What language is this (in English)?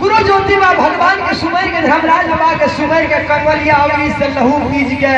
Maithili